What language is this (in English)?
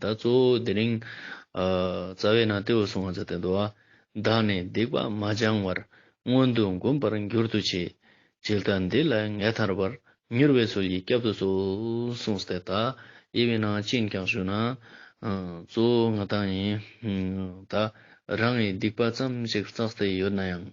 Ladakhi